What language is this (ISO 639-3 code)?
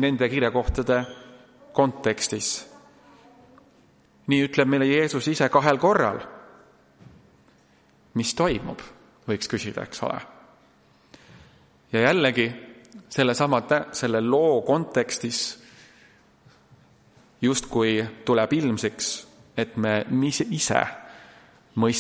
est